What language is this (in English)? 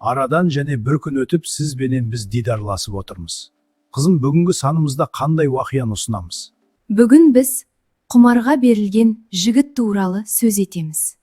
Kara-Kalpak